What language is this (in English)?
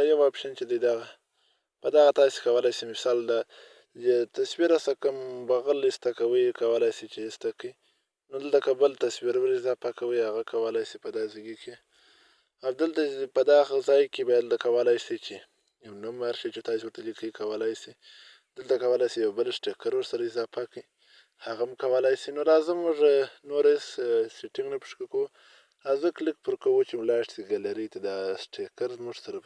Pashto